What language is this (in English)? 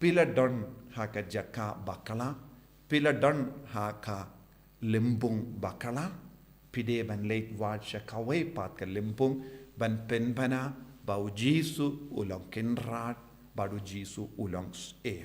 Khasi